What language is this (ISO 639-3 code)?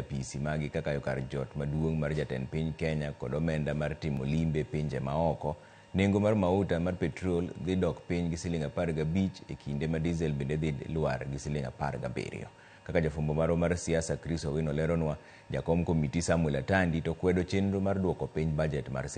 luo